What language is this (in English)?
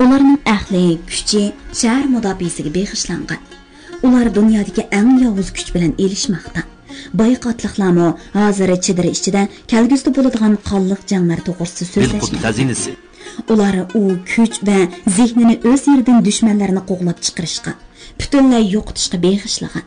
Uyghur